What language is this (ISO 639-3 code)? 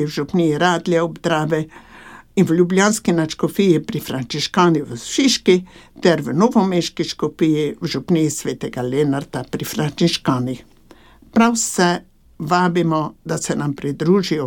slv